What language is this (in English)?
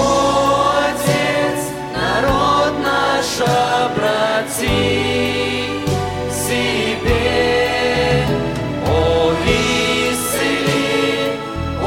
Russian